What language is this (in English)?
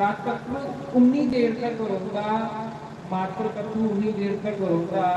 Dogri